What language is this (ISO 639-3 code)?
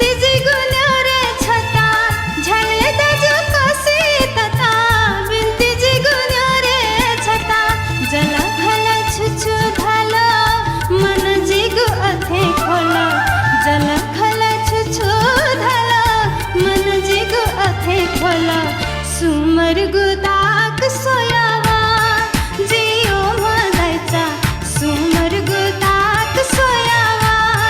new